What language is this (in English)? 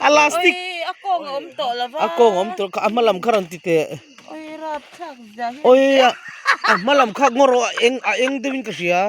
Mizo